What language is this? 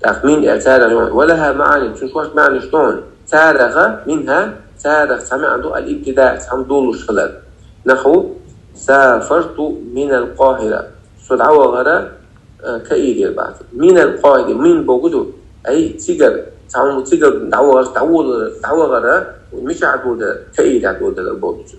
Chechen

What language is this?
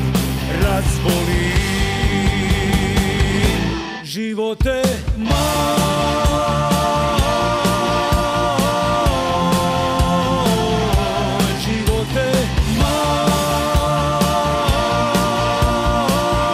Serbian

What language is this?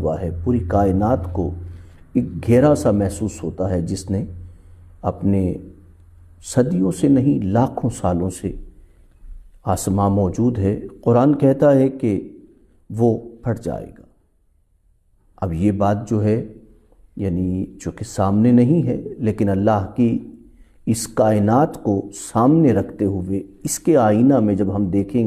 Urdu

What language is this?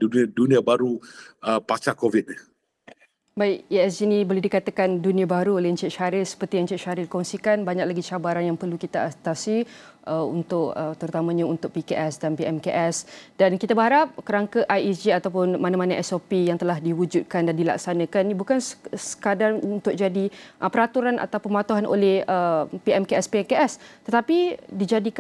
Malay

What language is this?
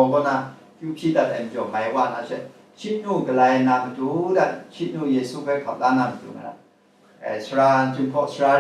Kachin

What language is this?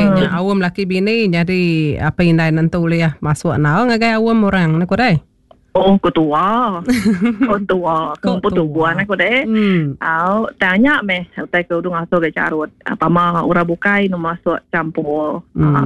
Iban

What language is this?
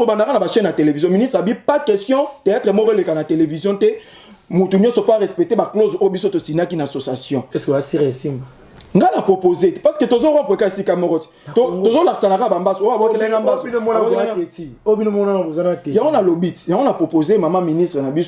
Lingala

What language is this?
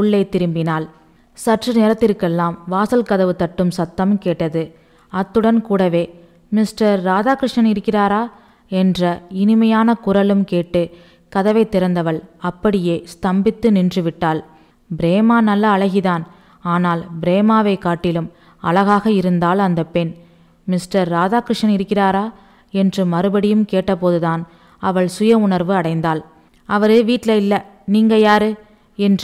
Tamil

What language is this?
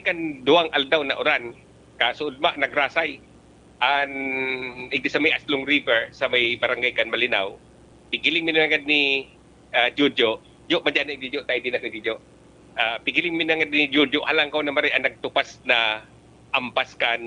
Bikol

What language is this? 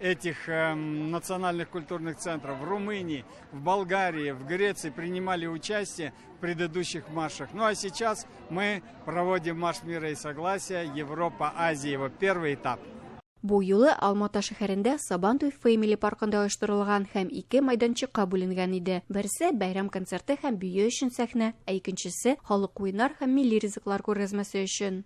Tatar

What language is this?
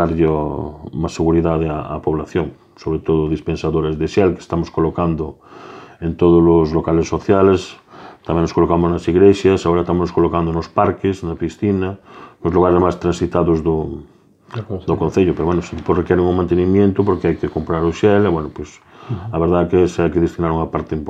Galician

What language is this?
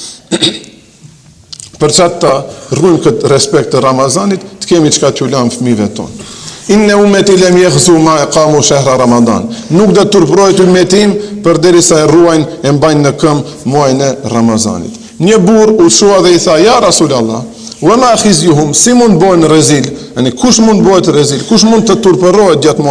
Albanian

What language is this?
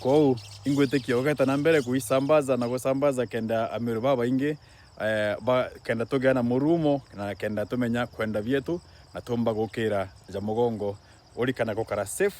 Meru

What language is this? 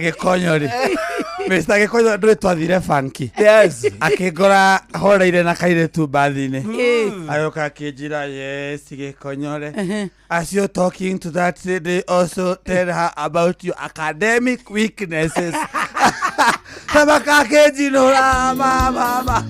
Kikuyu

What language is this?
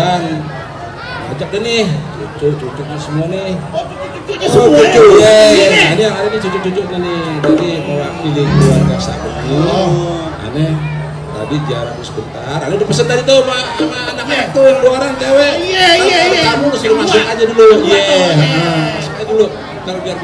Betawi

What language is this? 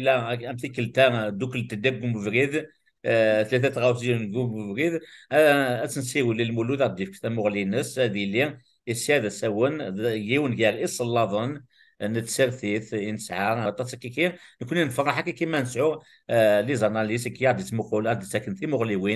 Kabyle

